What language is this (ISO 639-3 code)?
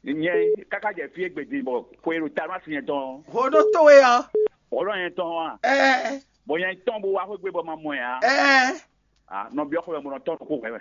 fon